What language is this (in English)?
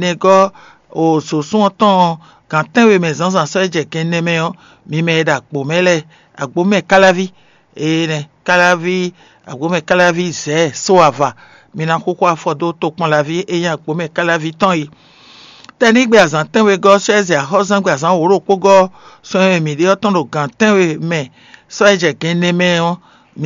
Fon